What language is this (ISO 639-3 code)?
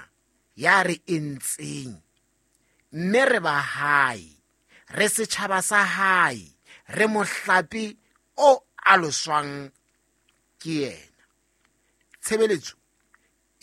sot